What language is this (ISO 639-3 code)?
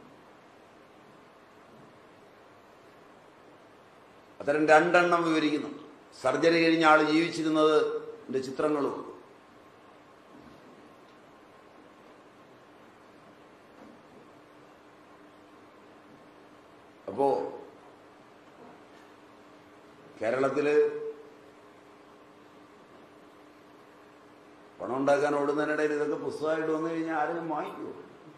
mal